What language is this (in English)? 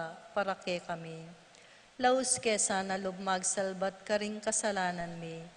Pampanga